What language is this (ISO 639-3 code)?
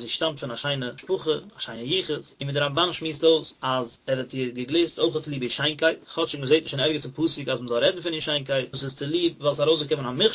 yid